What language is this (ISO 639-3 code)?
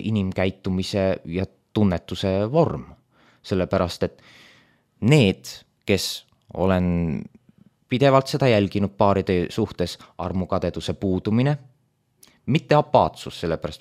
est